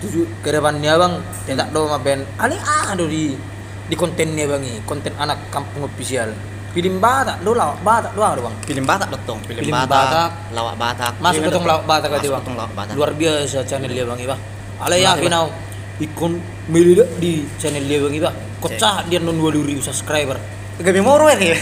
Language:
Batak Toba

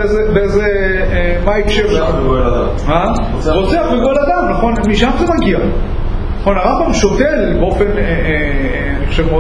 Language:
Hebrew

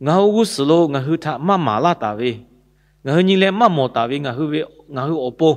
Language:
Lahu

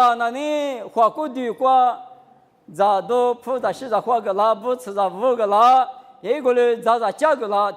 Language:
Lisu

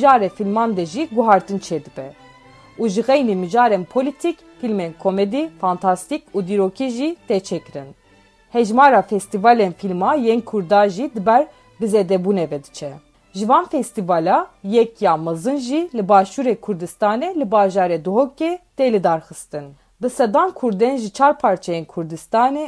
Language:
Kurdish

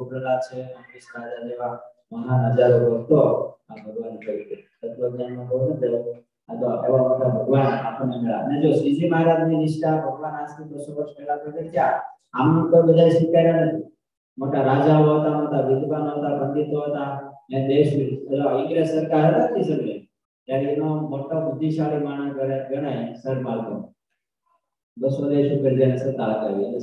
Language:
Gujarati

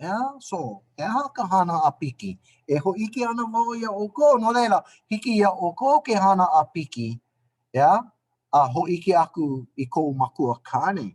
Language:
Hawaiian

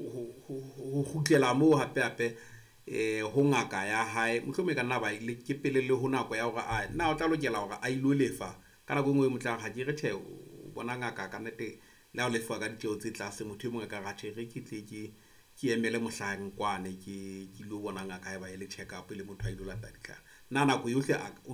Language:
Southern Sotho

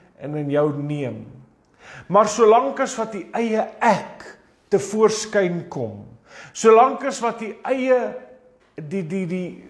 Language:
Afrikaans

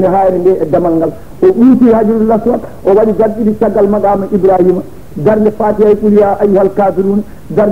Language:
Fula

